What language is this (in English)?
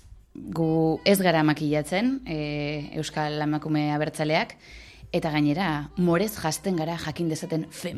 Basque